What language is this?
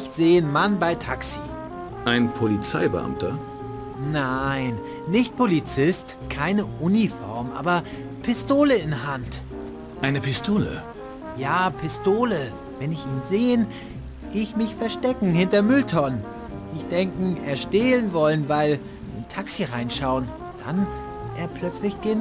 Bavarian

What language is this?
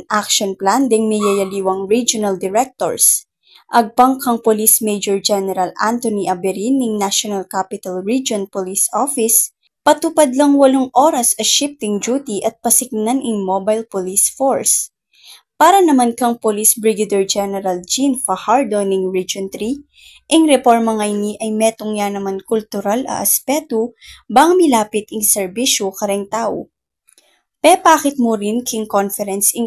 Pampanga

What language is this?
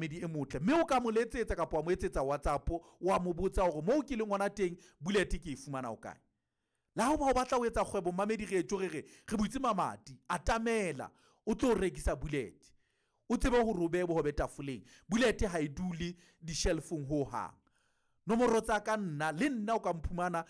Southern Sotho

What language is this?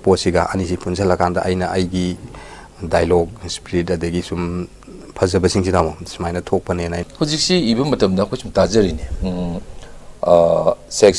Manipuri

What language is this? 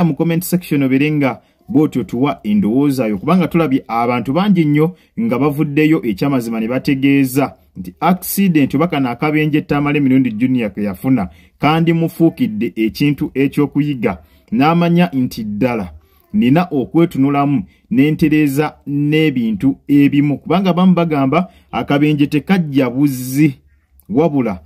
Ganda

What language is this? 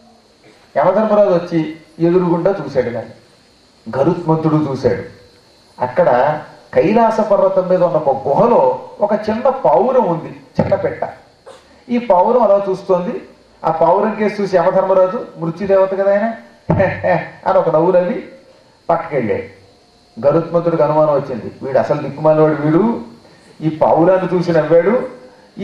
Telugu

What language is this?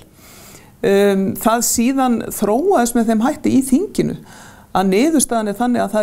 Icelandic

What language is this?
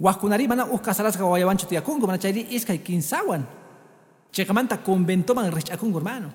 Quechua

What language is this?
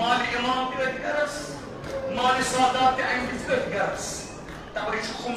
Kashmiri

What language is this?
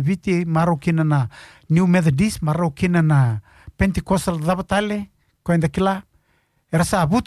Fijian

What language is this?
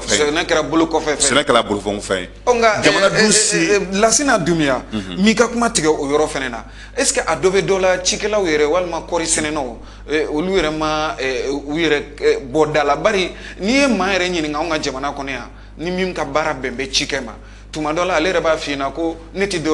Bambara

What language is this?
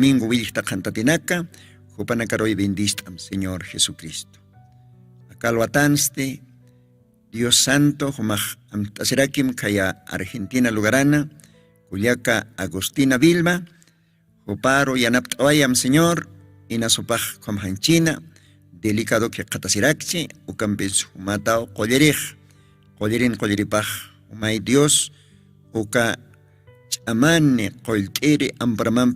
Aymara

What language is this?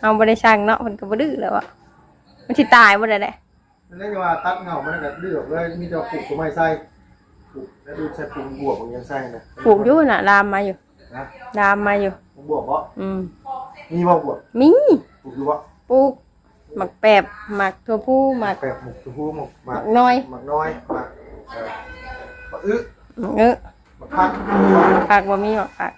Northeastern Thai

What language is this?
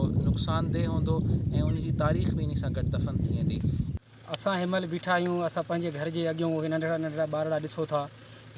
Sindhi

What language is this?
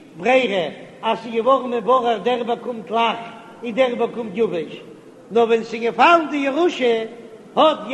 Yiddish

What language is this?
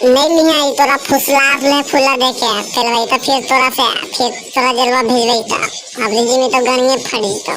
Magahi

